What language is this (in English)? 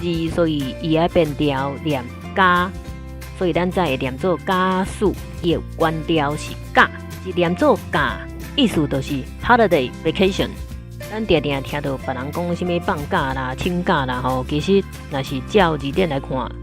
Min Nan Chinese